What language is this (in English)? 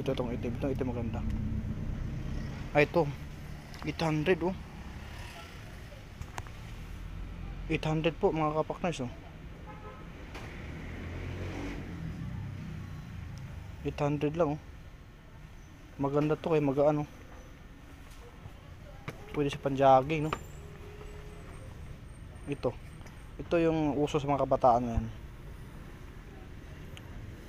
Filipino